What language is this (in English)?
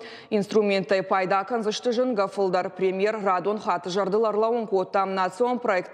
Ossetic